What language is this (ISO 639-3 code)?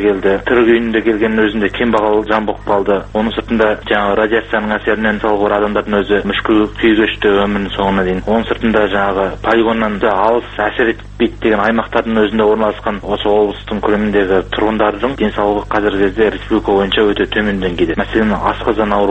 kaz